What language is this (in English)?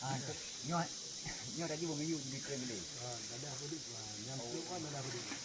Achinese